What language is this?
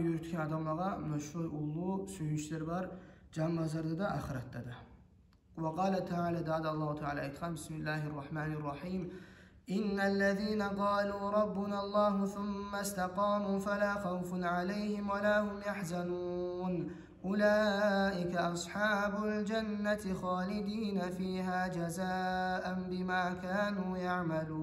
Kumyk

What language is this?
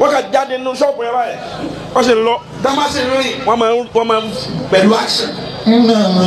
Yoruba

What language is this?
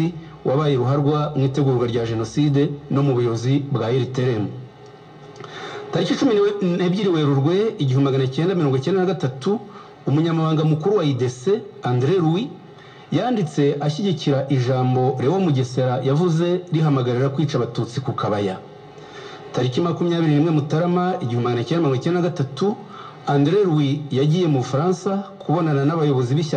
Kinyarwanda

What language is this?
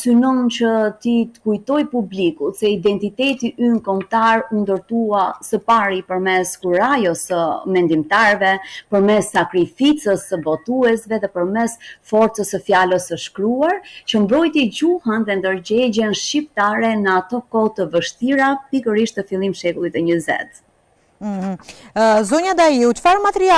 Albanian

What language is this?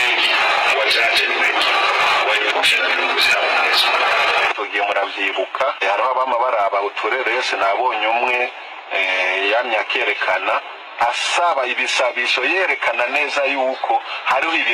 Rundi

